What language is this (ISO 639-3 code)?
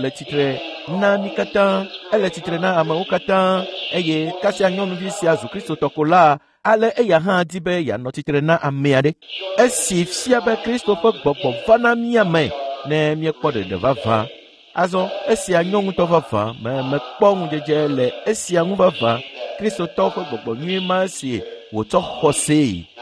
ewe